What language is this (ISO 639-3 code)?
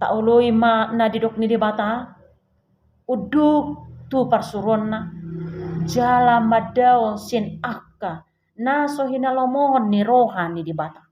bbc